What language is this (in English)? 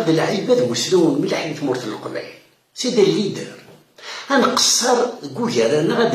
Kabyle